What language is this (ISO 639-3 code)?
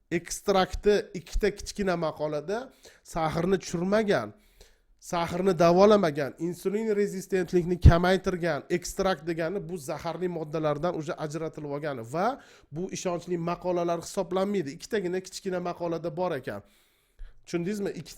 uzb